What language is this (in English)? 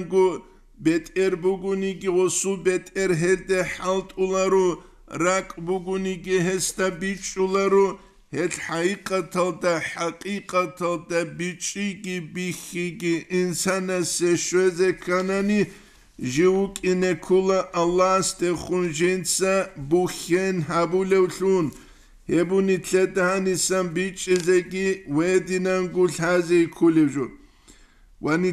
Avaric